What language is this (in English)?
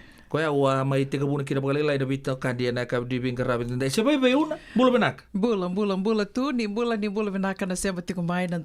Fijian